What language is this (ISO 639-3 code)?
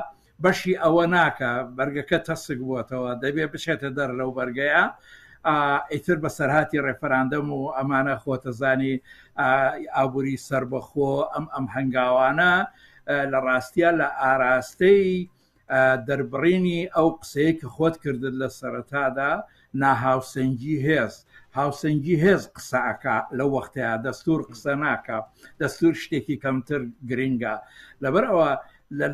ckb